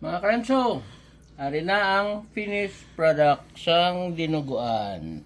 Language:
Hiligaynon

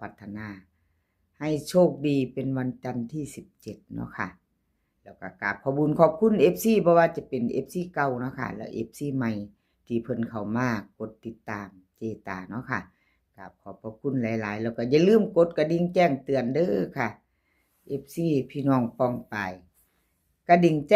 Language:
Northeastern Thai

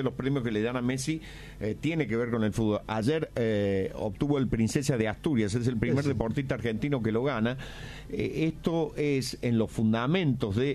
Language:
Spanish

